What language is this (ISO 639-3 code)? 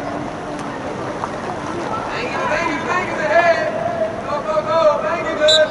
est